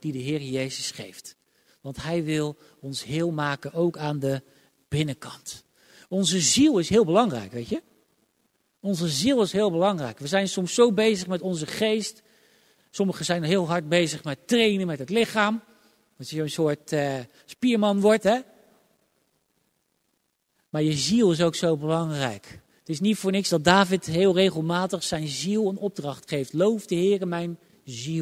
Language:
Dutch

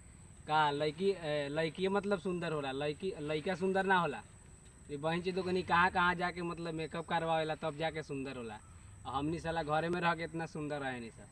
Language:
Bhojpuri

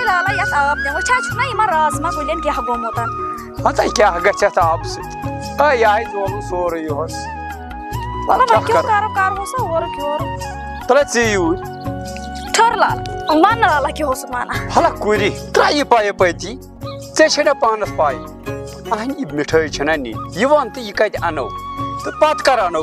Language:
Kashmiri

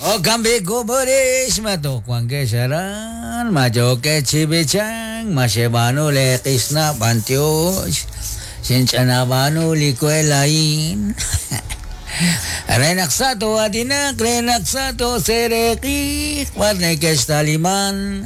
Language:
Kekchí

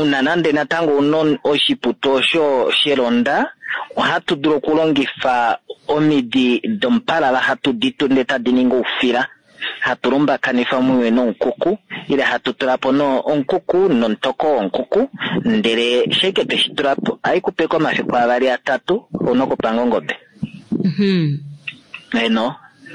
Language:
Kuanyama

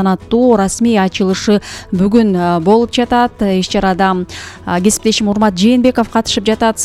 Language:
Kyrgyz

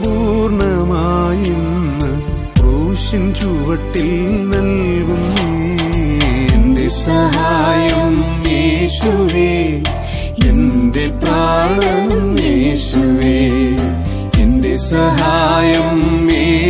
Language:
Malayalam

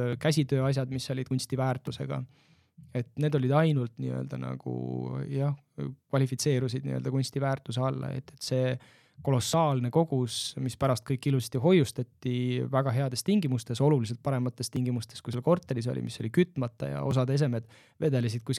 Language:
Estonian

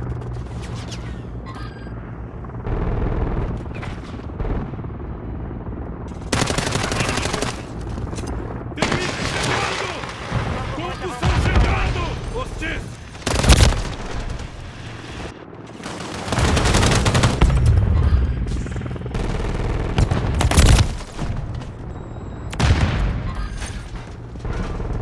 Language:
Portuguese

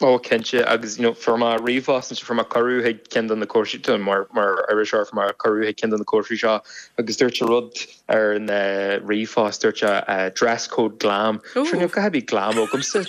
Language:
Irish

